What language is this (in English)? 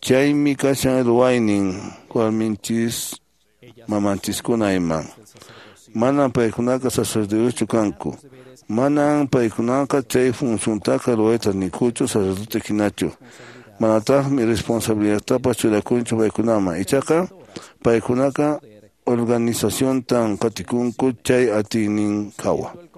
Quechua